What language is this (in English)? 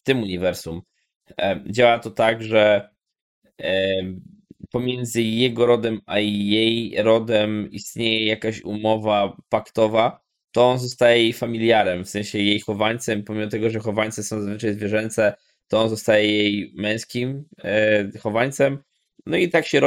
Polish